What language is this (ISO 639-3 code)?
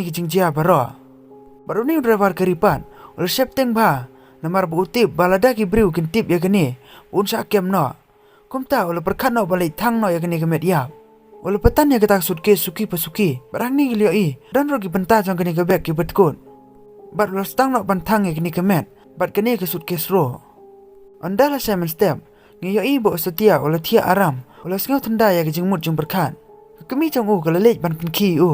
kha